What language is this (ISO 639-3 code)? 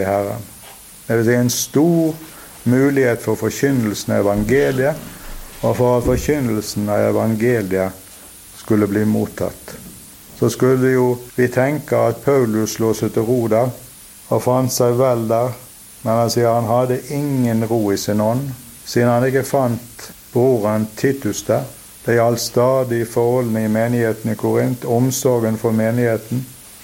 nor